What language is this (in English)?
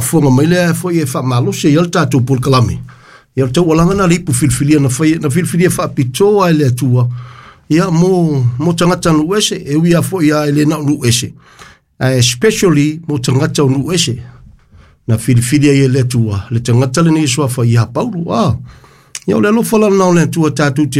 Samoan